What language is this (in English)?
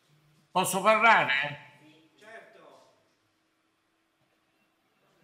Italian